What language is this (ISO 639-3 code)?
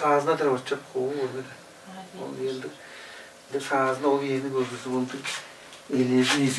tyv